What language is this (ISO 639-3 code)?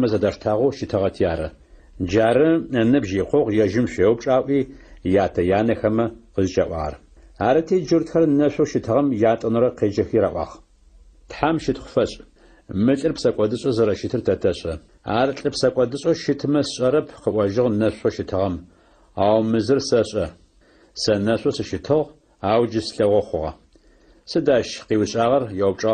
ady